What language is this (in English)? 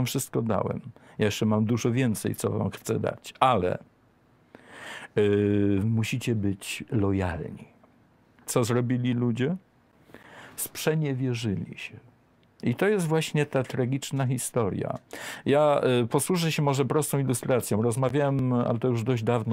Polish